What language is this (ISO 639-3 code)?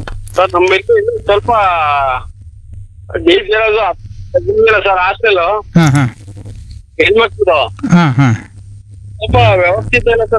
kan